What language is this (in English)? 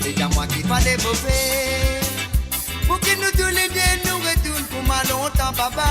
Morisyen